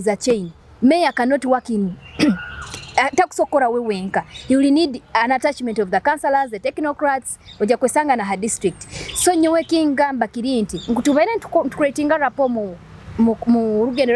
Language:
Nyoro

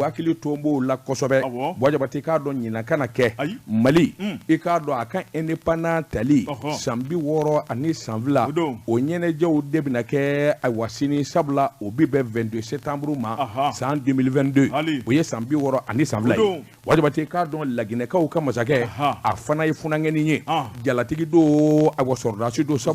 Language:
Bambara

